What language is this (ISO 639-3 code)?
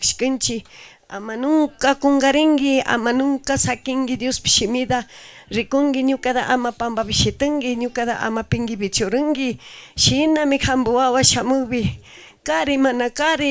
qug